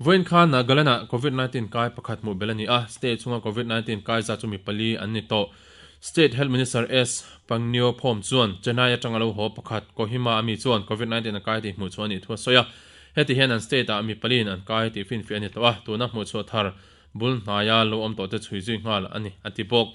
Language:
Mizo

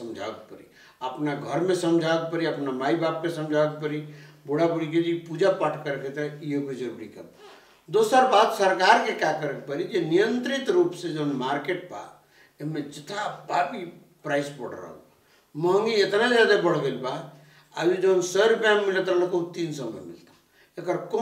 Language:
Bhojpuri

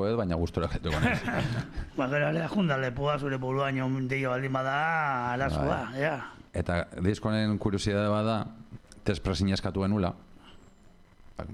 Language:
Basque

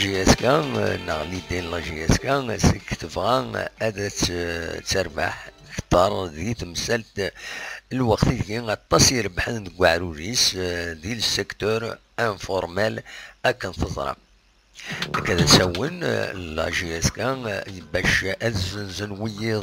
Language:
Kabyle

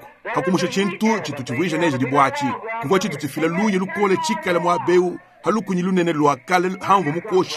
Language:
Luba-Lulua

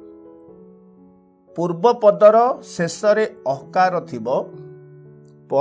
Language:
Odia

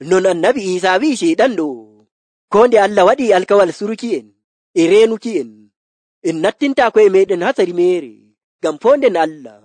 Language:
Nigerian Fulfulde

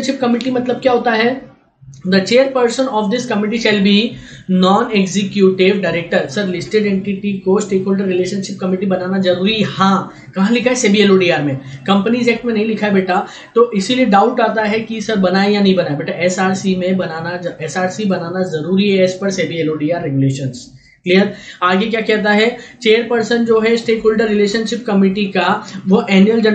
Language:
Hindi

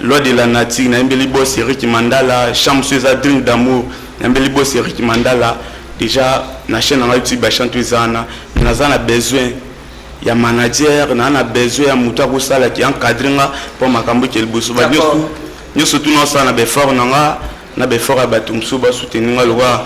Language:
Lingala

